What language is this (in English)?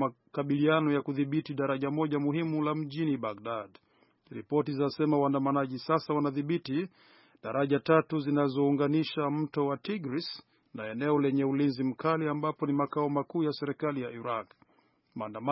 Swahili